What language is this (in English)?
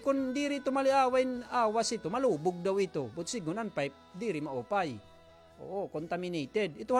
Waray